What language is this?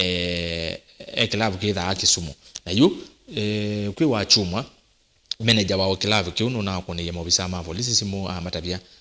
Kamba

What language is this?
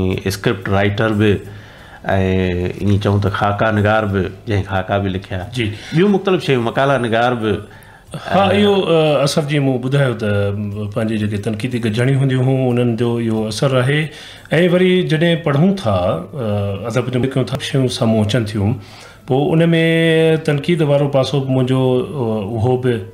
Sindhi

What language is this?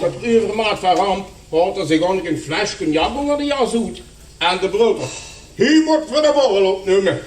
Limburgish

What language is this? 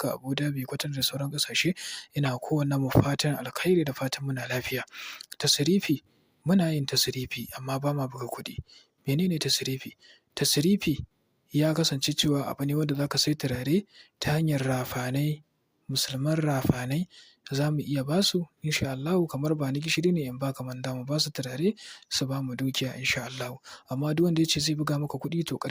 Hausa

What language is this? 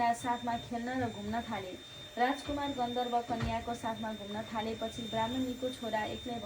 Nepali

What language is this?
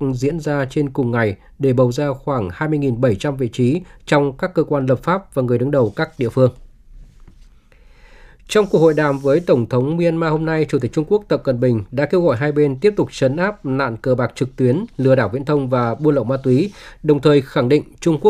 Vietnamese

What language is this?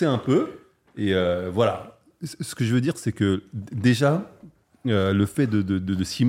French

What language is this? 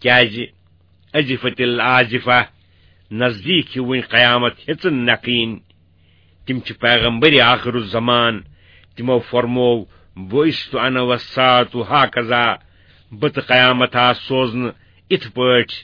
Kashmiri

